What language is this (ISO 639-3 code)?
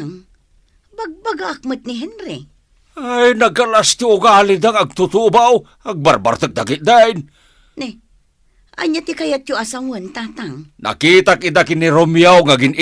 ilo